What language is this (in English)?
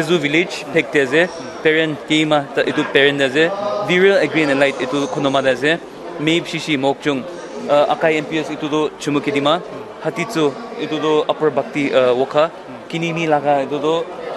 Naga Pidgin